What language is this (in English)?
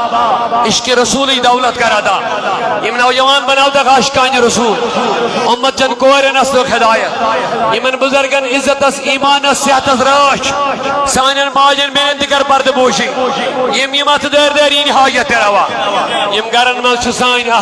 Kashmiri